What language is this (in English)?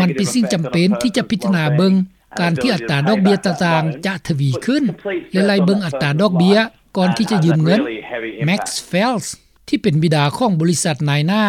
Lao